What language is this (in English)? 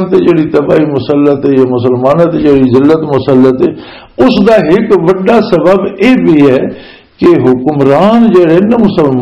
Western Panjabi